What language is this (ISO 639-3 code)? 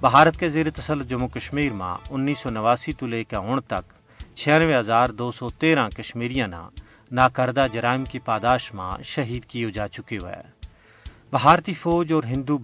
gju